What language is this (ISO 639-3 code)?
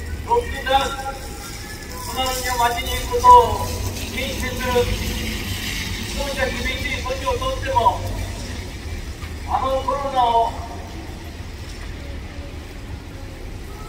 jpn